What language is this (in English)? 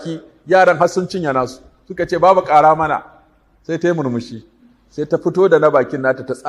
Hausa